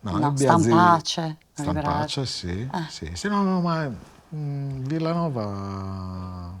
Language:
Sardinian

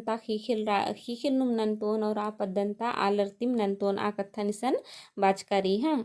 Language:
Kurukh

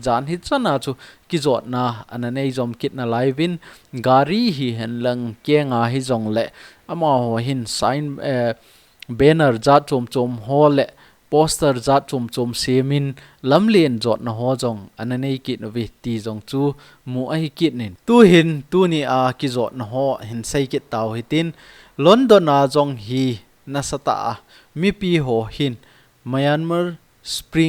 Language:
Thado Chin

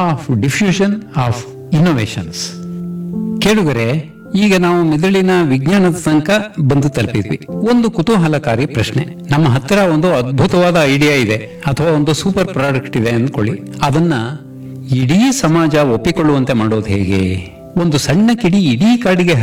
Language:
Kannada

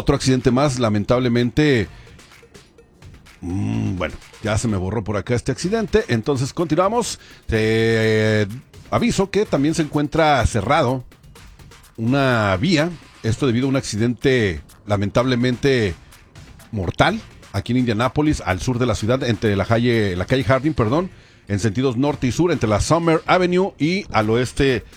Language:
Spanish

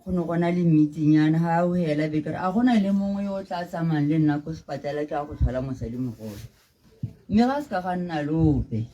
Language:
Tswana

